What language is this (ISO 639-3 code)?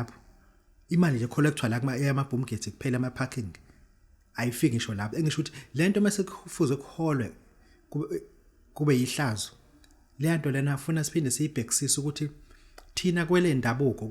zul